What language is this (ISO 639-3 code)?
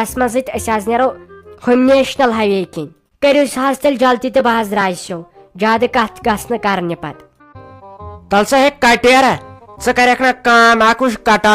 kas